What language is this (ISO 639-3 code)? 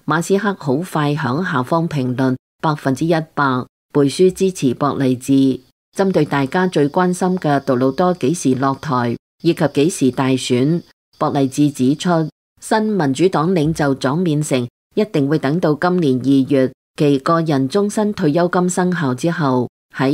yue